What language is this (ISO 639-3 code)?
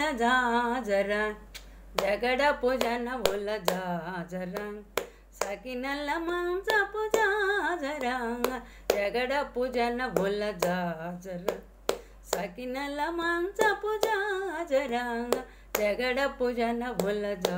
tel